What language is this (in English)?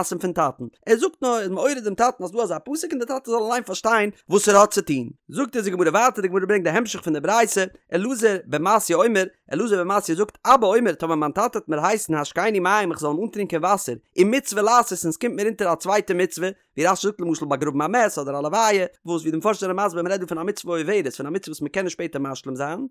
Yiddish